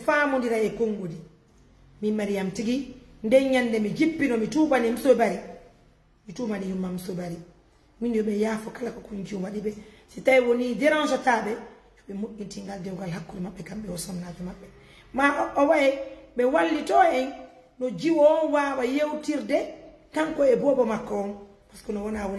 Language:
Pular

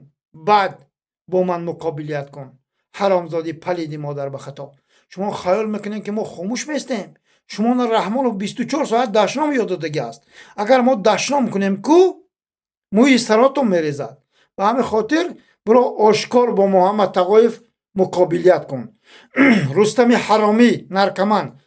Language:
Tajik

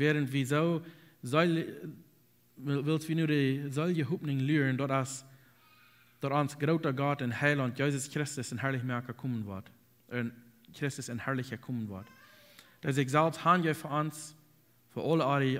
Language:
Plautdietsch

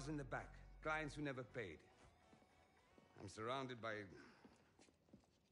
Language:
English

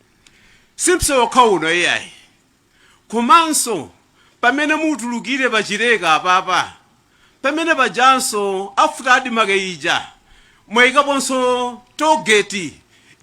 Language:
Nyanja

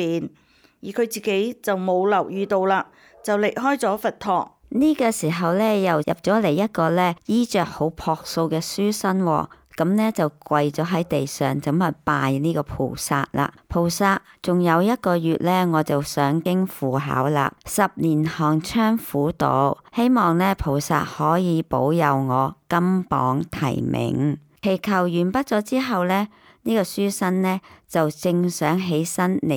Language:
Cantonese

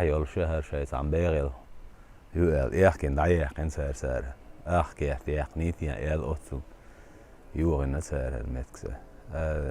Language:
Chechen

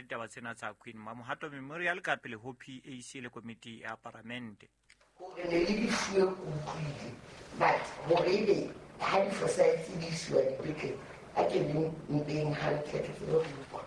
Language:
Southern Sotho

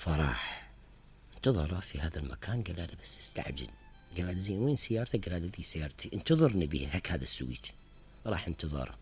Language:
Mesopotamian Arabic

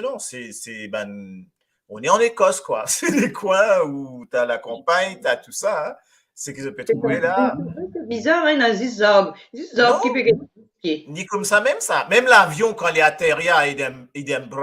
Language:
Morisyen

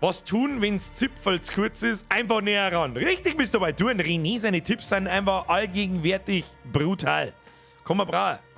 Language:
Bavarian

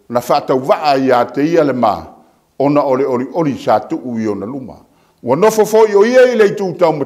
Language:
Samoan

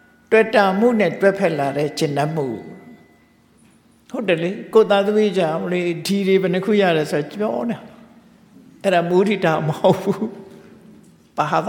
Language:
Burmese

